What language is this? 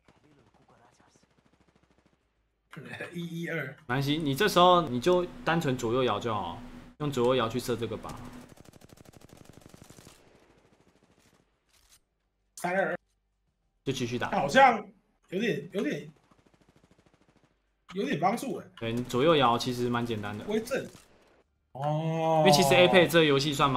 Chinese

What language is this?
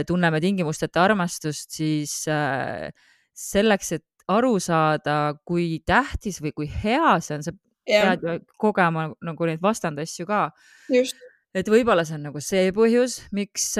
Estonian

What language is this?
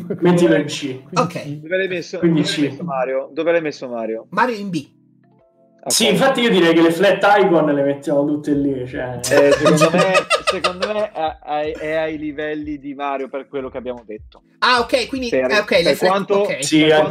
Italian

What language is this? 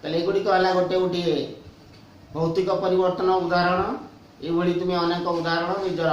Odia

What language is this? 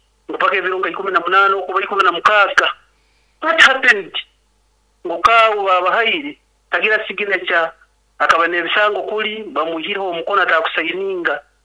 Nyankole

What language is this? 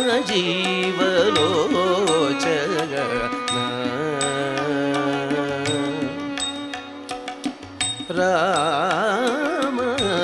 Telugu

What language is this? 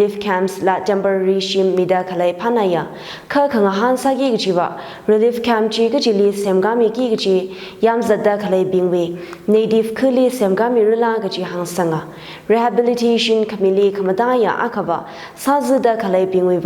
Tangkhul Naga (India)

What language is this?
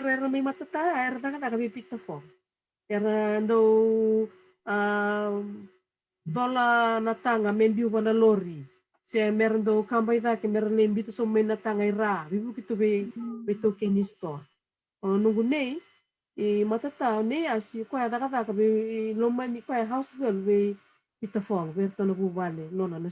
Fijian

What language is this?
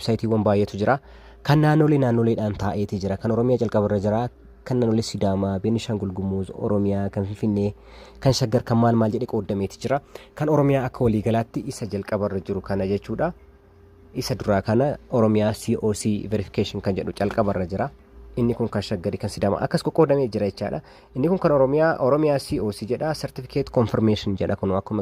Oromo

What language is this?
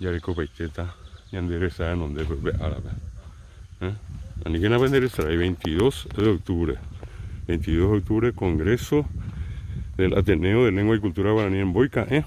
Guarani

